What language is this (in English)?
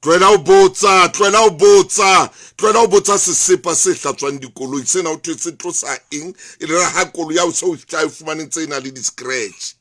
Southern Sotho